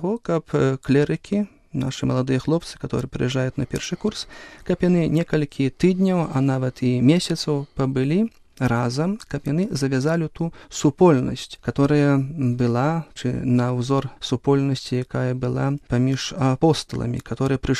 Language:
Belarusian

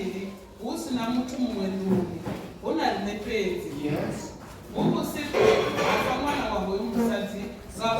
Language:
Venda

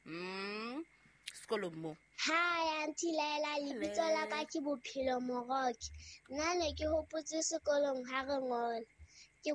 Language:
Southern Sotho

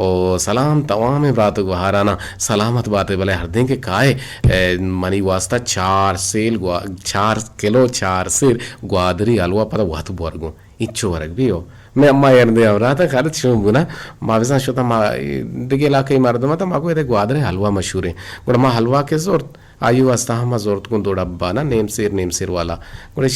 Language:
Eastern Balochi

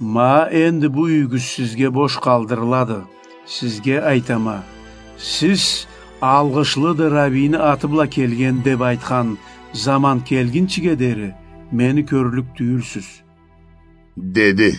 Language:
Karachay-Balkar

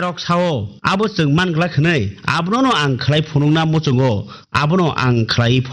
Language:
Kok Borok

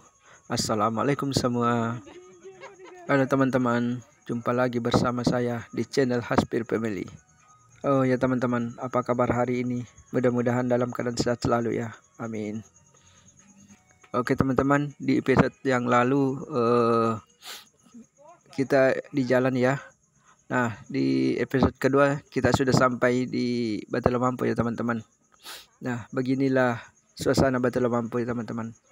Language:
Indonesian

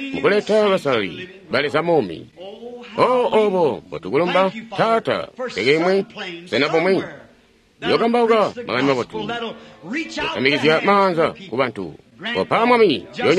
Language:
Tonga (Zambia)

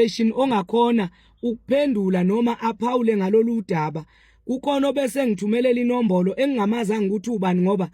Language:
Zulu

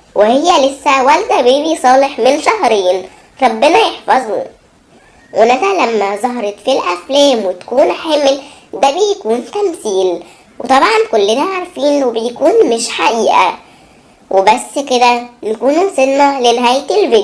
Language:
Egyptian Arabic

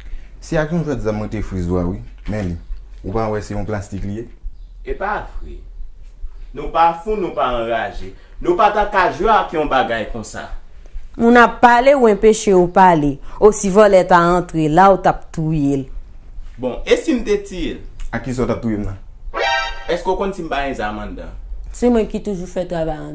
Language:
Haitian Creole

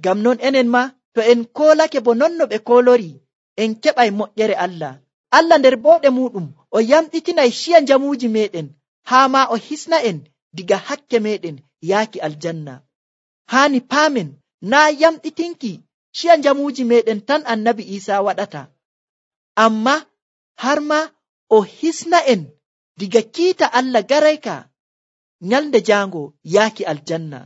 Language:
Nigerian Fulfulde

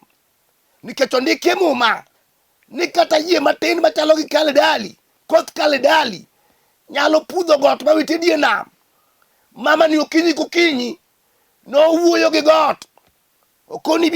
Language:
Luo (Kenya and Tanzania)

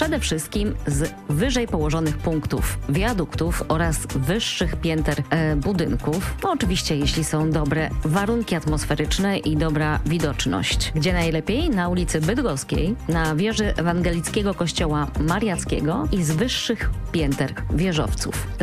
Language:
Polish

